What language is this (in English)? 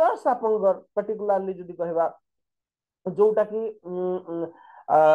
Odia